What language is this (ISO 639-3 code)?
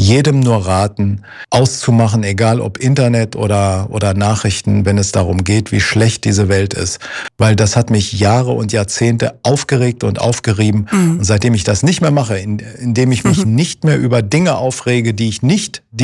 deu